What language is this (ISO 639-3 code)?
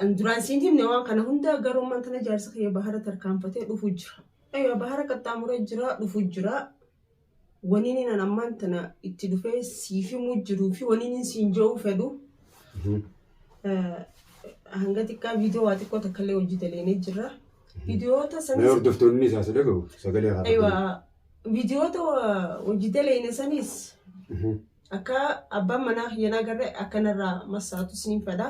orm